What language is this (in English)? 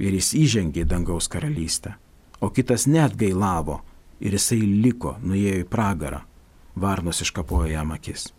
Lithuanian